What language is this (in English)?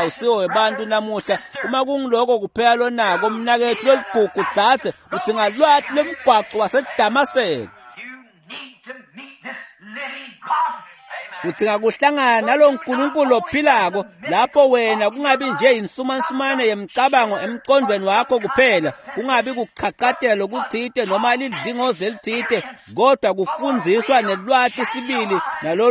Swati